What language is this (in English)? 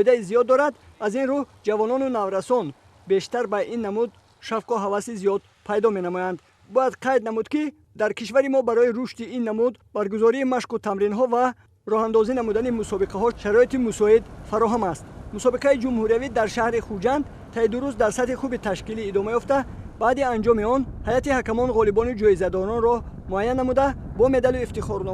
Tajik